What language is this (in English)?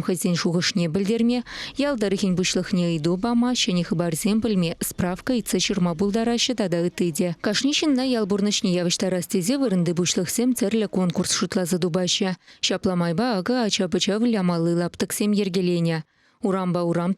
Chuvash